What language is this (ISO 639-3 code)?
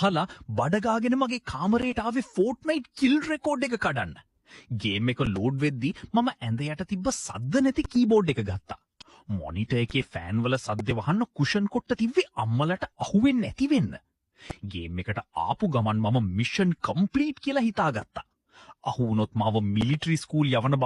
sin